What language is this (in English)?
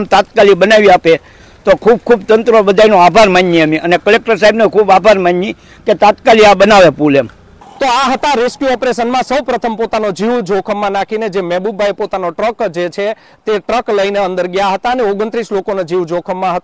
Gujarati